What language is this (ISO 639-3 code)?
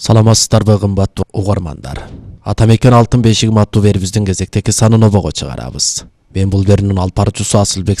kir